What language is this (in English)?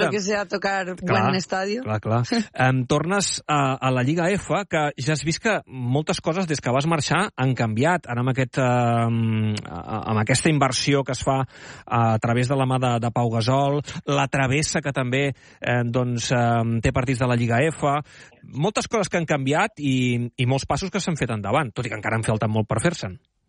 Catalan